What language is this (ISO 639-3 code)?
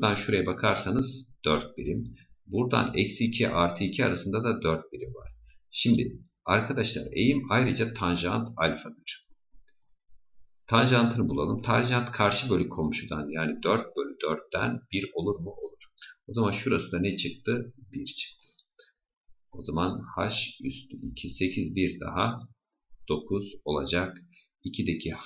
tur